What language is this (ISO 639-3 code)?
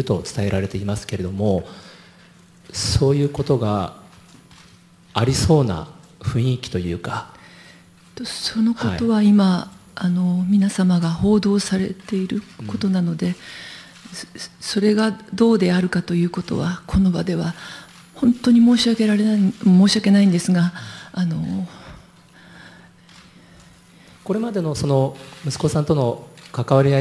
jpn